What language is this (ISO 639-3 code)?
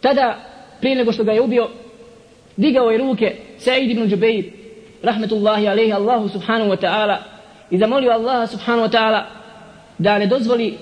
bos